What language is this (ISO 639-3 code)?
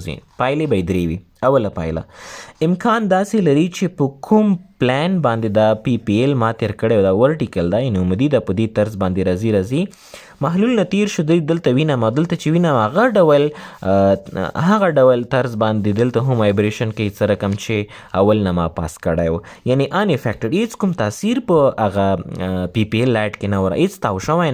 pus